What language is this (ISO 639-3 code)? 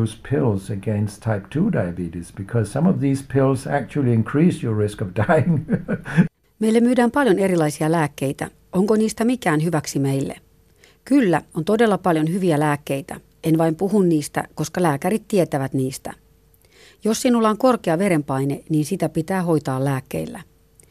fin